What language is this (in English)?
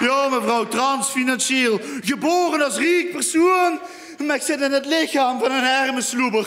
Limburgish